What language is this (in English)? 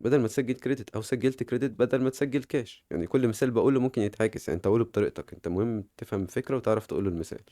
Egyptian Arabic